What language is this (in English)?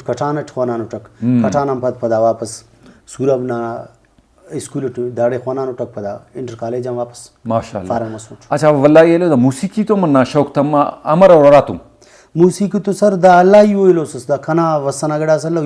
Brahui